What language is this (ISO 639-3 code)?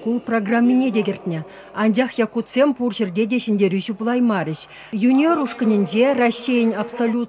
chv